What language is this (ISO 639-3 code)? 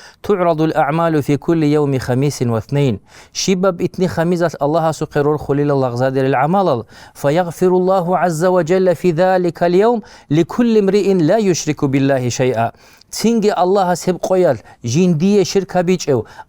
ava